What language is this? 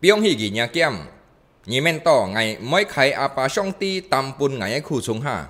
Hakka Chinese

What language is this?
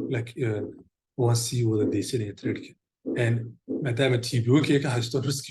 Somali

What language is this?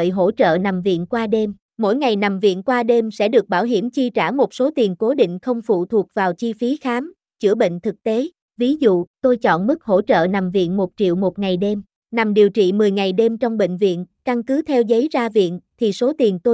Vietnamese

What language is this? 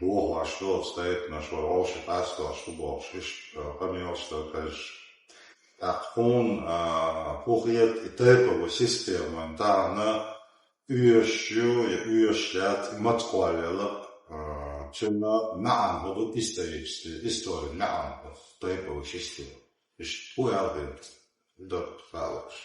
Chechen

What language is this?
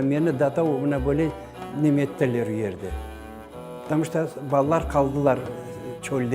Crimean Tatar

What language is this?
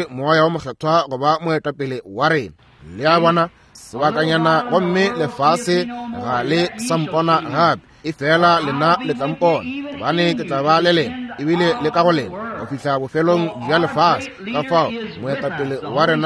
Northern Sotho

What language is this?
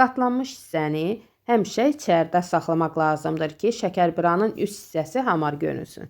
Azerbaijani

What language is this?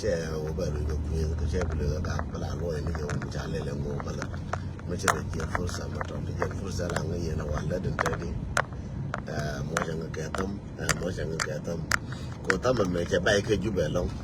Nuer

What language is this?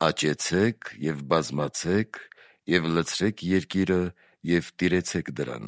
Armenian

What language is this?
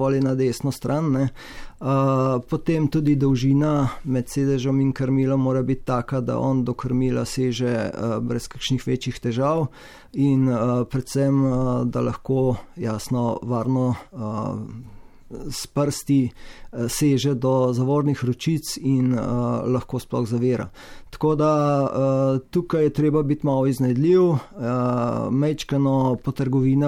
Slovenian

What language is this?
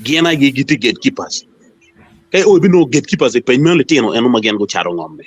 Acoli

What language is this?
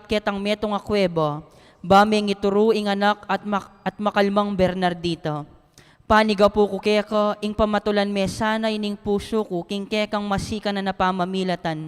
Pampanga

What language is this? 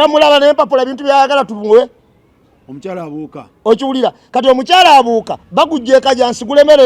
Ganda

